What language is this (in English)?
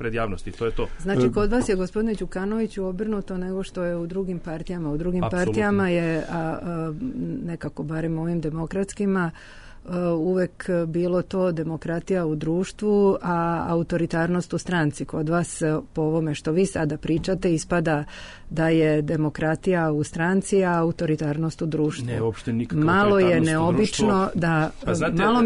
Serbian